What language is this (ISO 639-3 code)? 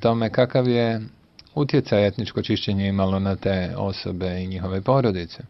bos